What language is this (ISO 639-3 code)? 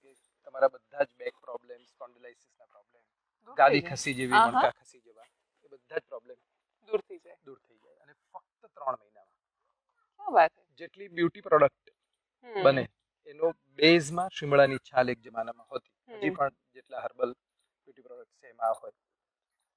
guj